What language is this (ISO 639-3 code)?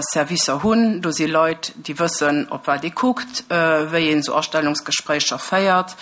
ltz